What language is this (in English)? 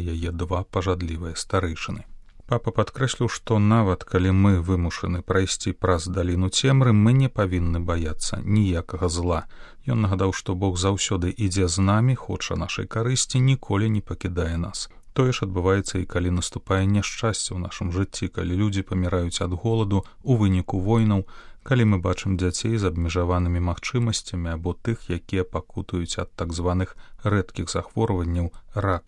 Belarusian